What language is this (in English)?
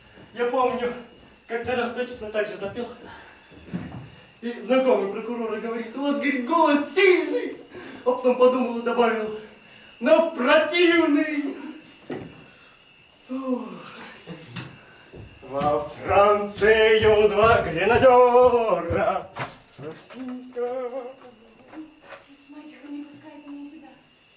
Russian